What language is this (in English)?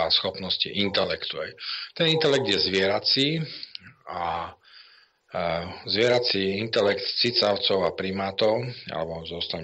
Slovak